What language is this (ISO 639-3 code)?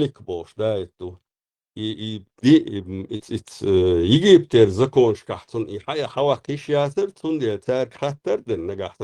che